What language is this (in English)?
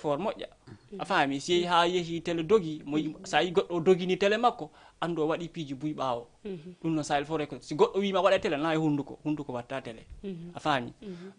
Fula